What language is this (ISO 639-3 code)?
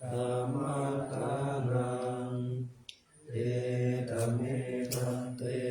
pli